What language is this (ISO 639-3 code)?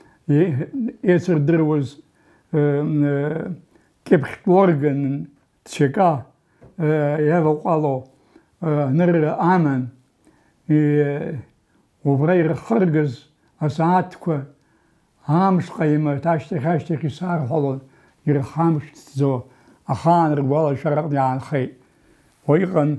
abk